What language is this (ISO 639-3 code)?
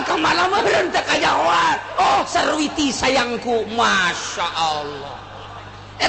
sun